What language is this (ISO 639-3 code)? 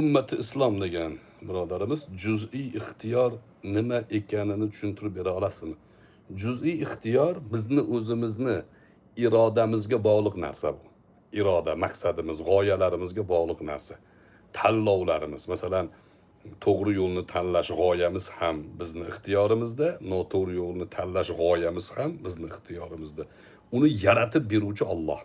uzb